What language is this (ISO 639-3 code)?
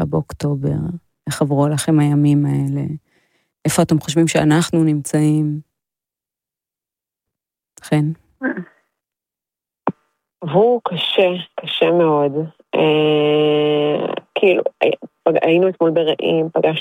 heb